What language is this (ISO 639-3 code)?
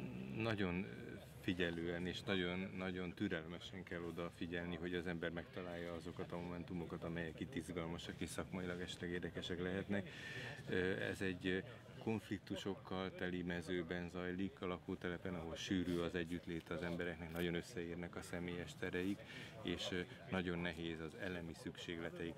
hun